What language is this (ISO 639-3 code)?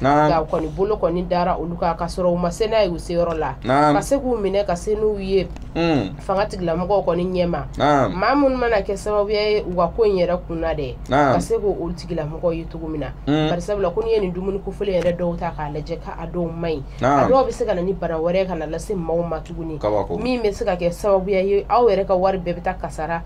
bam